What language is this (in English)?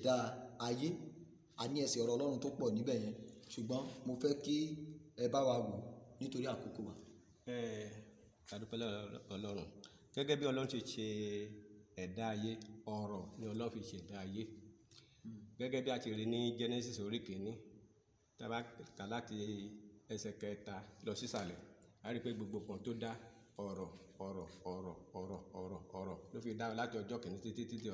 Yoruba